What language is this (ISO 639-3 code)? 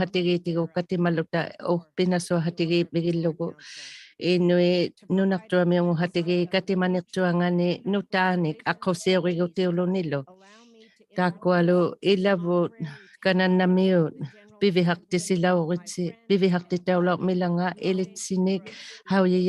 iku